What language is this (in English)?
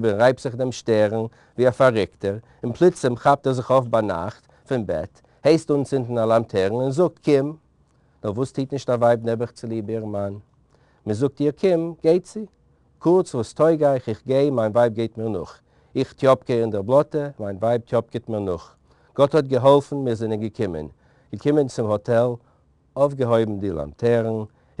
Yiddish